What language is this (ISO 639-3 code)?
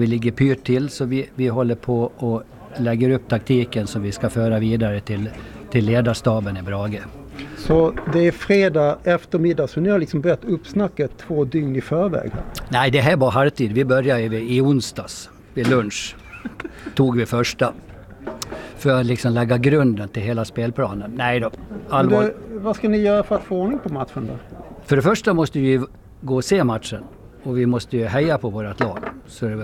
swe